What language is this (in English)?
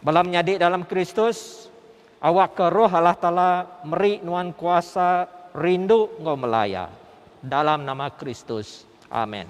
Iban